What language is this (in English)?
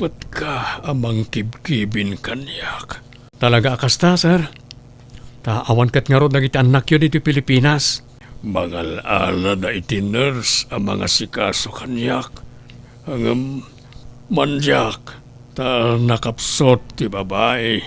Iloko